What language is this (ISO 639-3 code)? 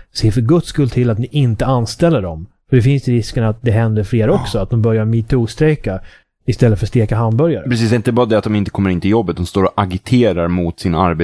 swe